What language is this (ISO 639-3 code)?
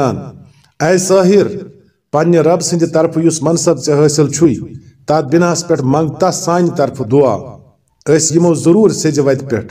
kas